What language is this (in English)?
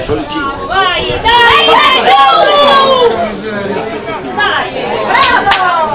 Italian